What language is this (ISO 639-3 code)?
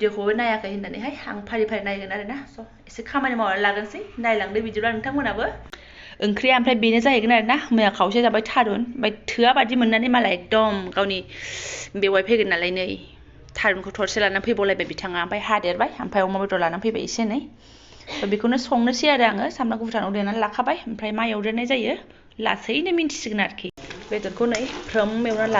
brx